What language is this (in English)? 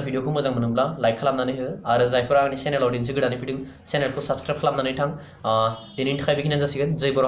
Bodo